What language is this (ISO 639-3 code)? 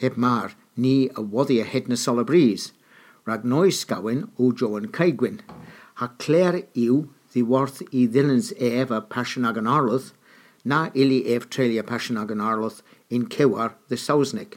cor